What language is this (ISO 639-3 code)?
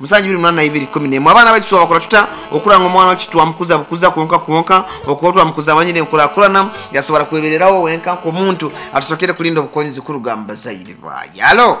nyo